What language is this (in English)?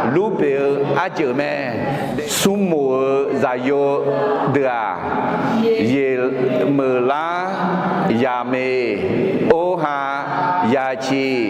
Akha